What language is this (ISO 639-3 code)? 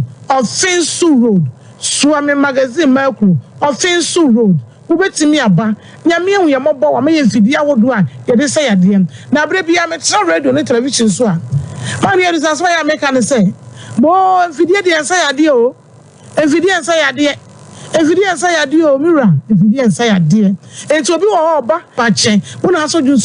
aka